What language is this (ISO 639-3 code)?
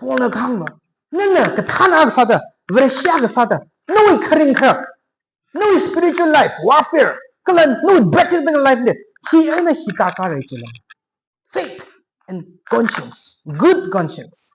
nmf